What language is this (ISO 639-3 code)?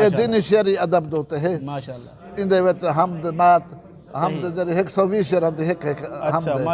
skr